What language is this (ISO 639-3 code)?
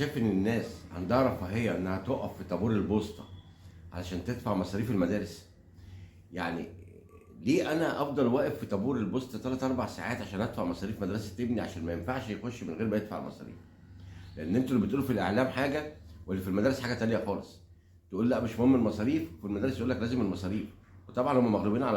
arz